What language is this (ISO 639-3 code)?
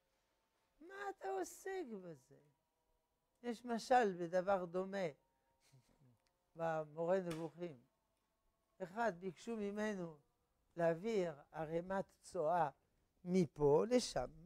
heb